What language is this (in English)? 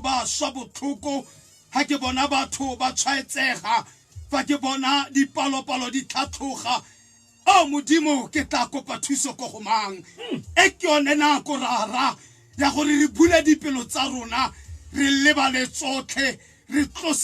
Tswana